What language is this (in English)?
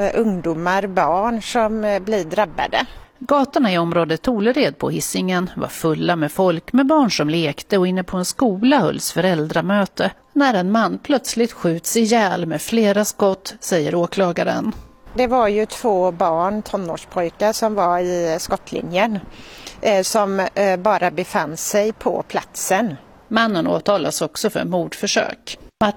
Swedish